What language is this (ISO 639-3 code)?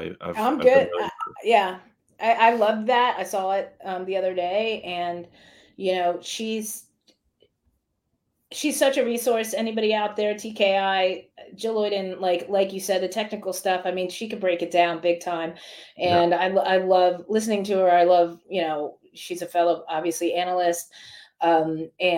eng